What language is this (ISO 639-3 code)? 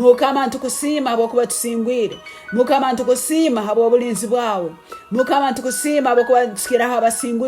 ttj